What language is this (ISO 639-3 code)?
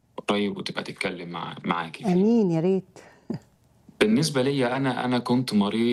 arz